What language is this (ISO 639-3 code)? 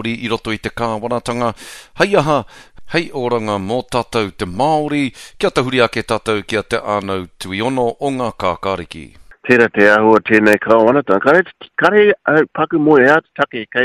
mri